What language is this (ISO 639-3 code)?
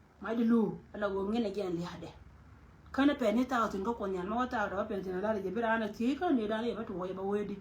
nus